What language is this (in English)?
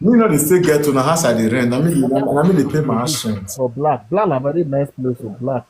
Nigerian Pidgin